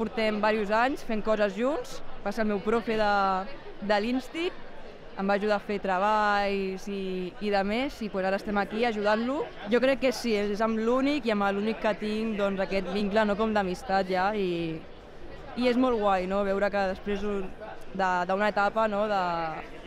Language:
Catalan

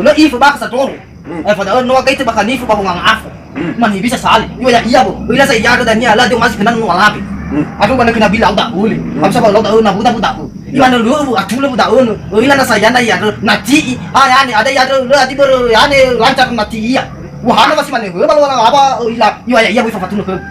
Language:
Nias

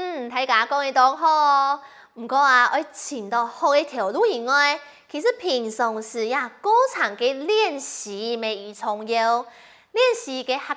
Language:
Hakka Chinese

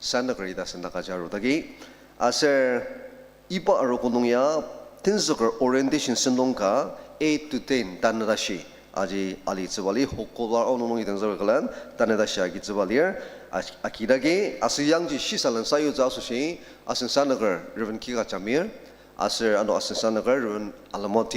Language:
Ao Naga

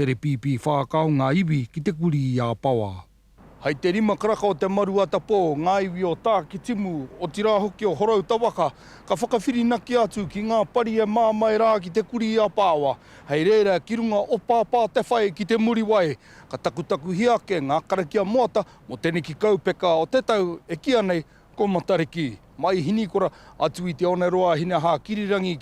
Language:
Māori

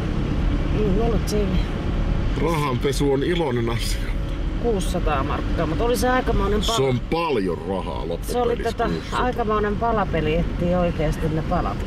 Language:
Finnish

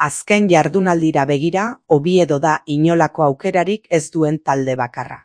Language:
Basque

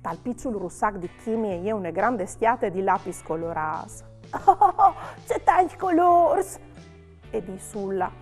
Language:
Friulian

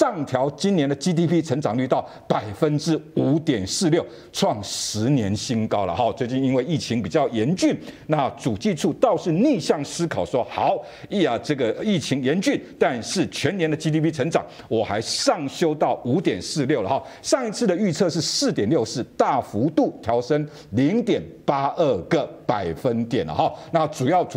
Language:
Chinese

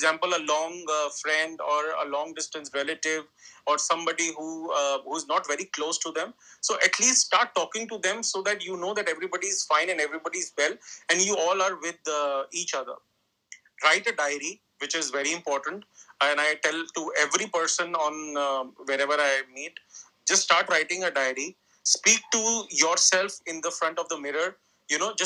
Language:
English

